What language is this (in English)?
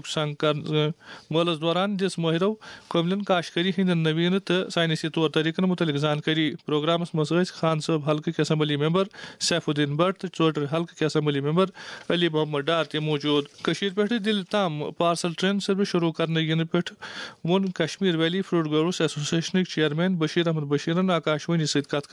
Kashmiri